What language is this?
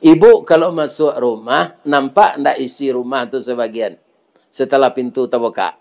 Minangkabau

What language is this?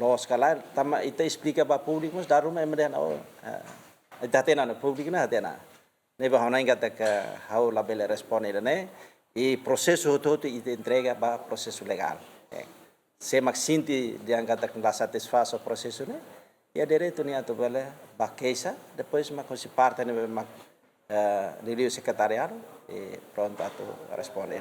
Tetum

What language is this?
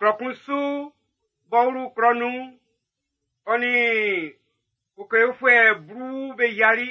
Baoulé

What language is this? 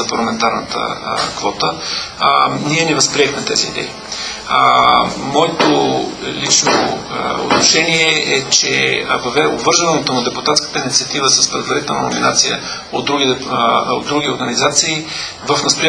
Bulgarian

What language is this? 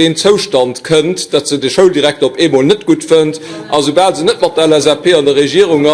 Luxembourgish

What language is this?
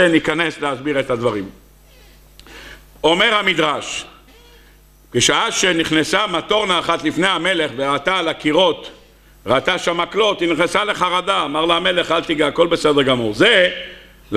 Hebrew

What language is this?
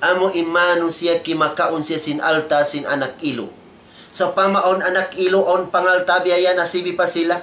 Tausug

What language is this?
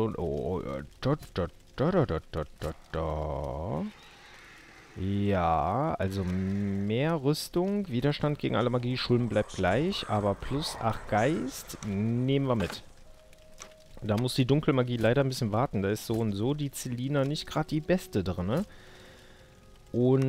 German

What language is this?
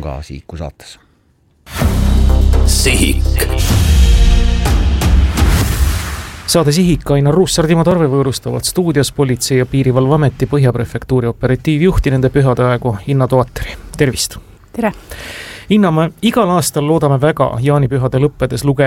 Estonian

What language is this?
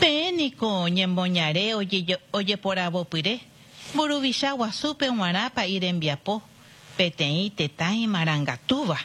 Guarani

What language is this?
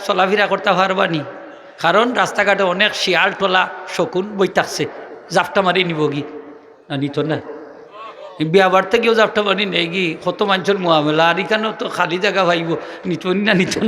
Sylheti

